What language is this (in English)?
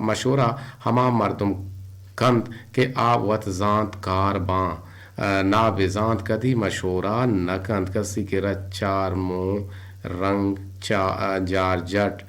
Eastern Balochi